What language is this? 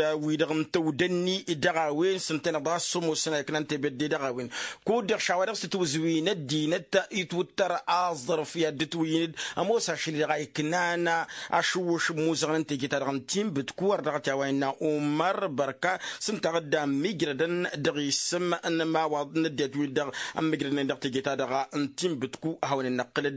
Tamasheq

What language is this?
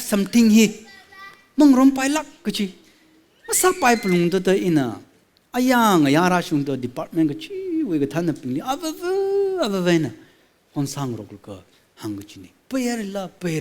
Tangkhul Naga (India)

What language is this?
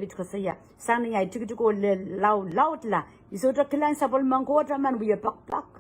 Pohnpeian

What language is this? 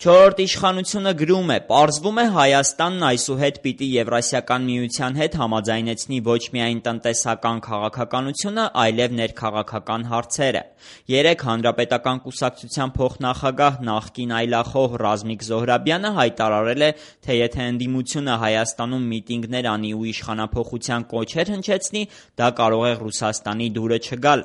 Armenian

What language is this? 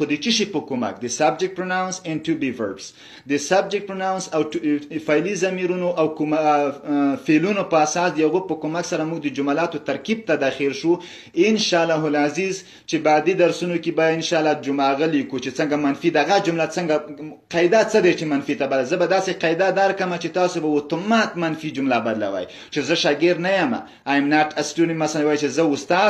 Pashto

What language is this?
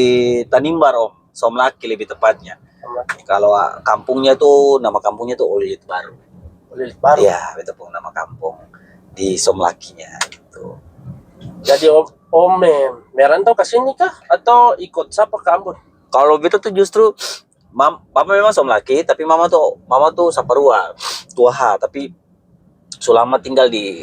Ambonese Malay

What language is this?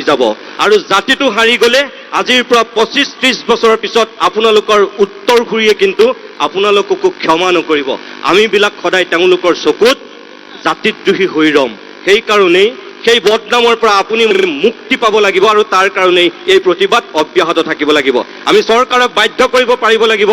Assamese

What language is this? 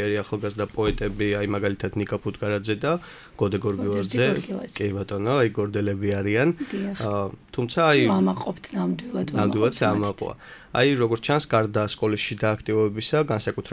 Georgian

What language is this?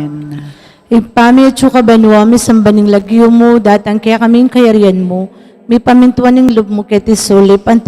Pampanga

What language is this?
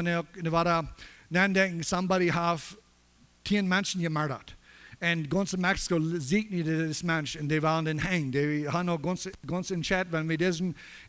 Plautdietsch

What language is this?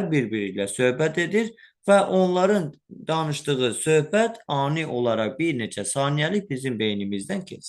Azerbaijani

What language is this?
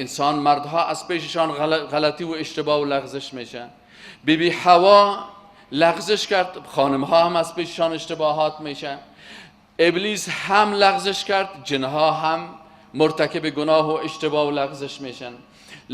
Persian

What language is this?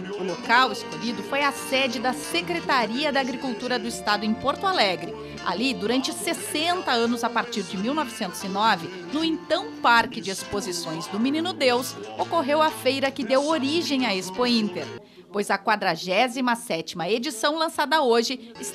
Portuguese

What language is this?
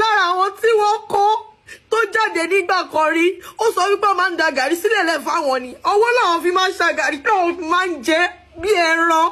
Yoruba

